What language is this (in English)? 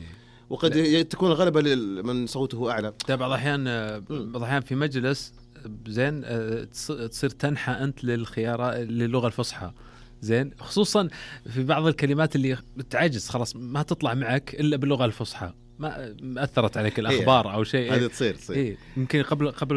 Najdi Arabic